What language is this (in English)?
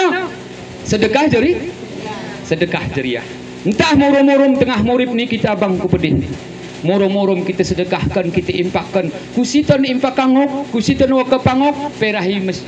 Gayo